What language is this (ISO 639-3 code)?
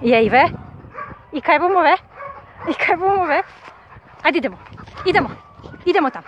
slv